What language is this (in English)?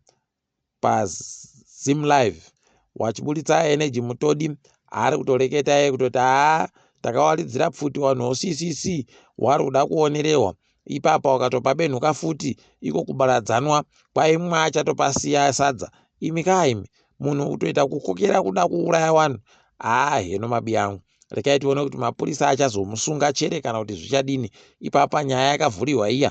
Ndau